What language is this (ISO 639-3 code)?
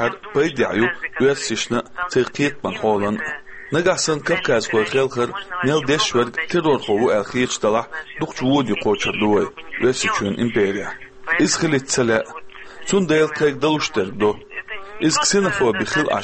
che